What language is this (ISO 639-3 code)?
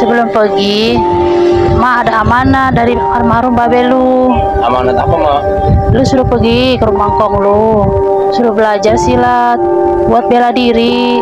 bew